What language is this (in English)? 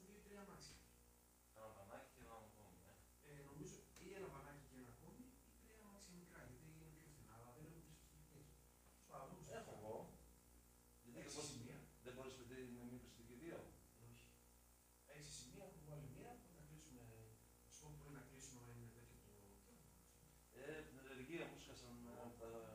Greek